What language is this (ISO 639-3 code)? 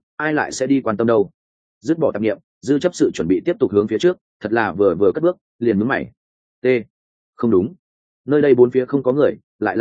vie